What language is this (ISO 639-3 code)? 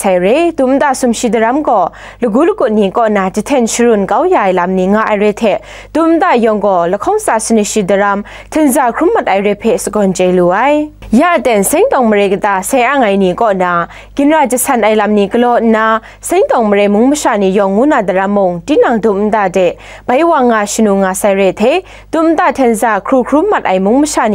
kac